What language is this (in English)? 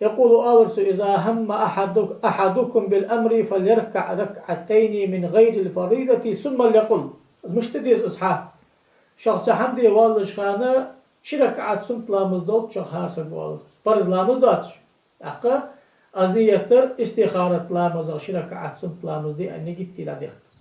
Ingush